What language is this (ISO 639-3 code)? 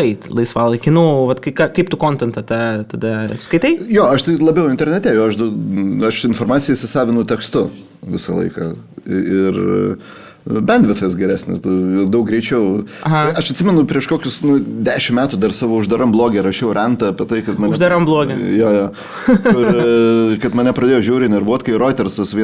lit